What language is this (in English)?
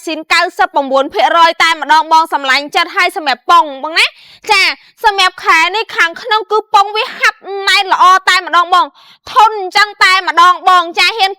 Khmer